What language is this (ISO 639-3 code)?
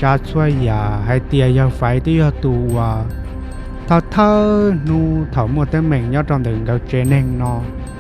hmn